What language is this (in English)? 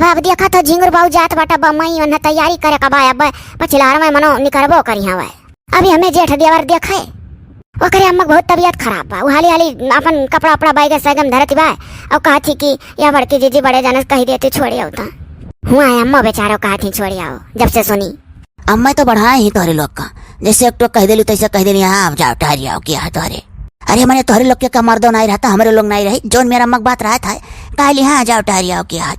Awadhi